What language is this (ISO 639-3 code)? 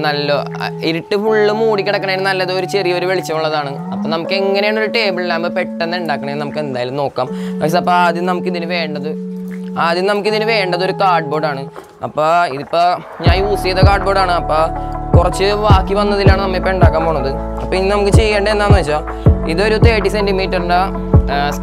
mal